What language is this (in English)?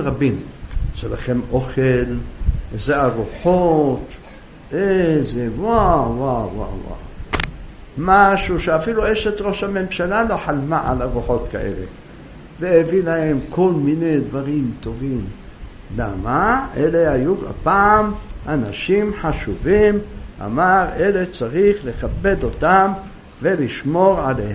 Hebrew